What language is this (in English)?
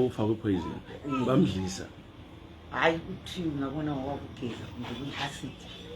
North Ndebele